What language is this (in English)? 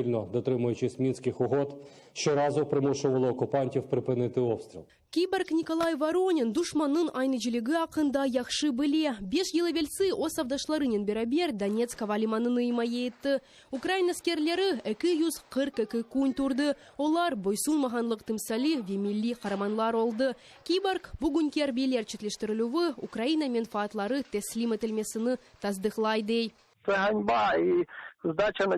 Crimean Tatar